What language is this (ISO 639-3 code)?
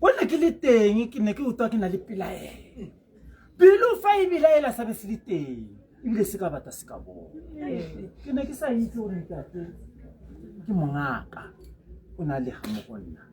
tsn